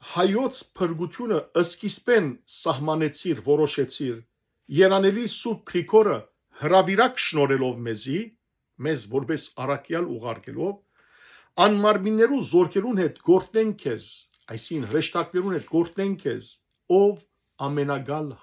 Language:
Western Armenian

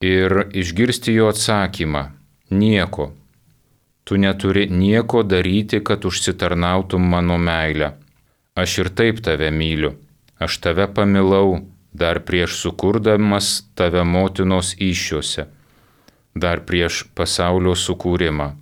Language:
Lithuanian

